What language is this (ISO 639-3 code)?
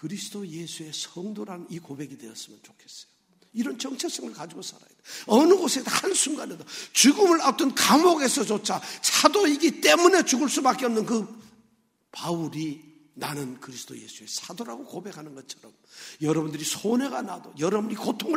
kor